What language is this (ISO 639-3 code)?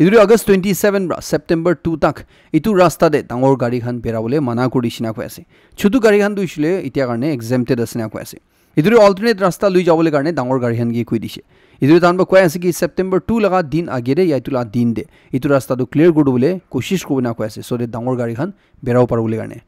nag